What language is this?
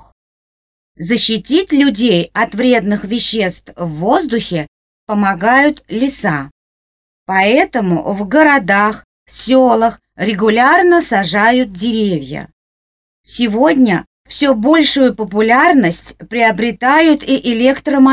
Russian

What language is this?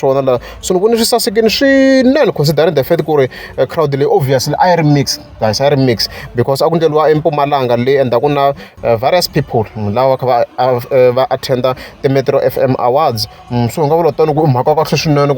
Tsonga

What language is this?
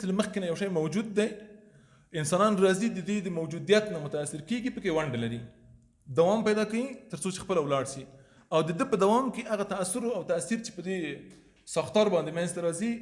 Pashto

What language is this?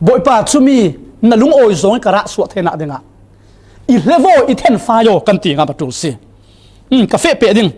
Falam Chin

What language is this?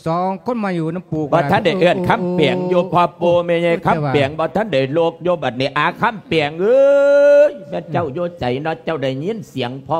Lao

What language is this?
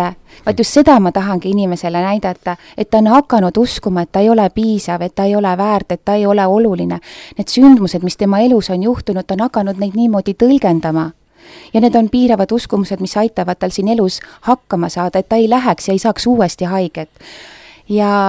Estonian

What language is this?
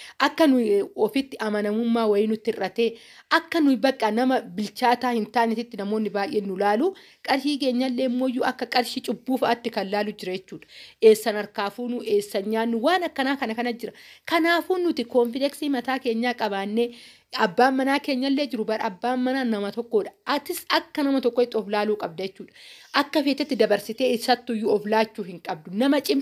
Oromo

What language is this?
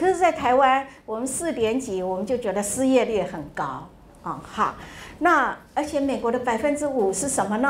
Chinese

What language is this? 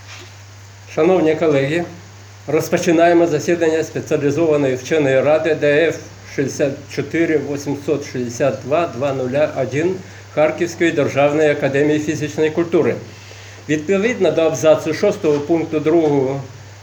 Ukrainian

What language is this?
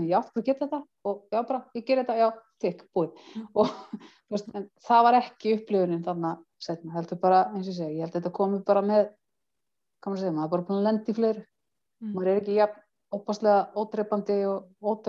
Icelandic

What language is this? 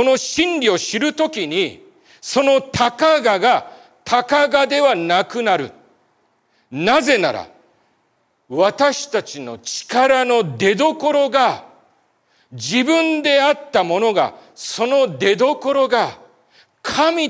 Japanese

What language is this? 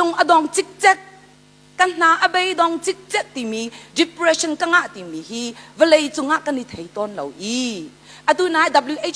Hakha Chin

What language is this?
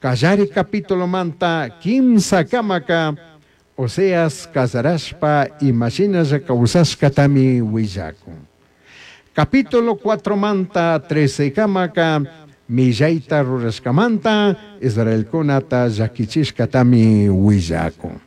Chimborazo Highland Quichua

